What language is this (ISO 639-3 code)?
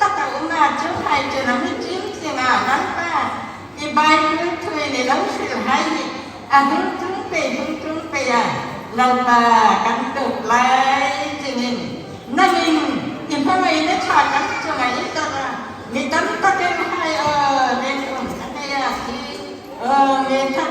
hmr